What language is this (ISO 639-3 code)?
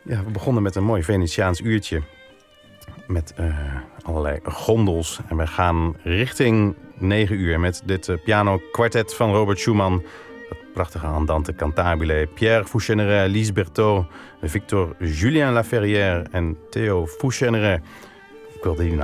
nld